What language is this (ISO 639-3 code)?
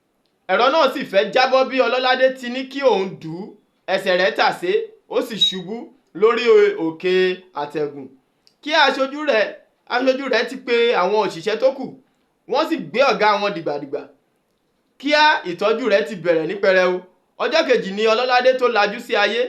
yor